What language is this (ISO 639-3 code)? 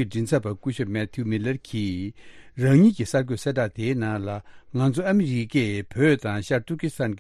bod